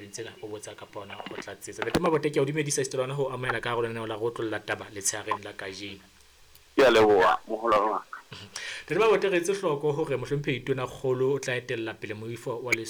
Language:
Southern Sotho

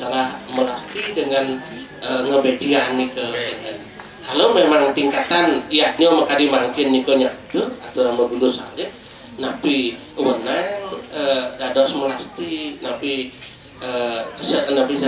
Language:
Balinese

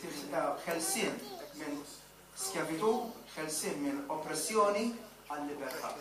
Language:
Maltese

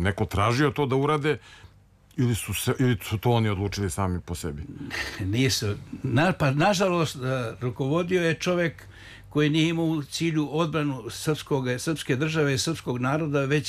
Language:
Serbian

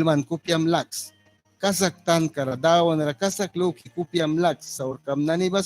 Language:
Mískito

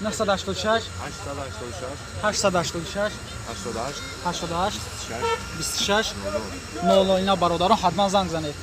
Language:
Tajik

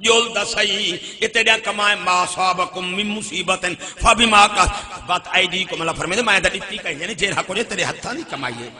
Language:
Saraiki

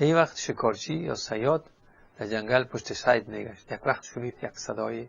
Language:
Persian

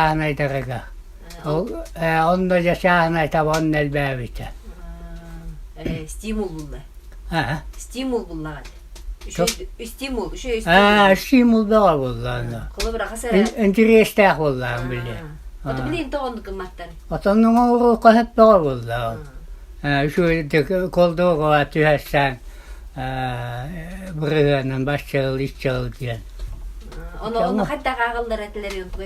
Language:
Yakut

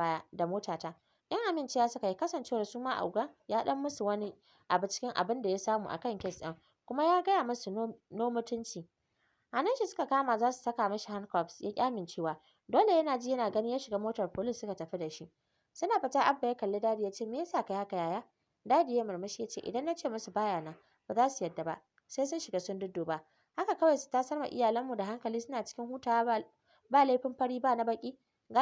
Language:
Hausa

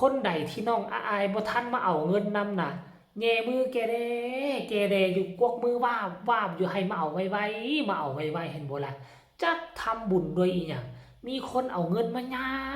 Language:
Northeastern Thai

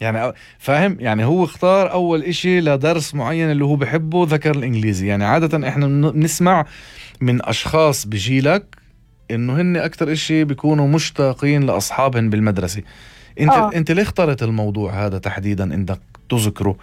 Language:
North Levantine Arabic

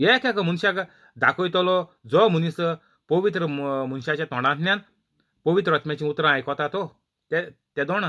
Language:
Konkani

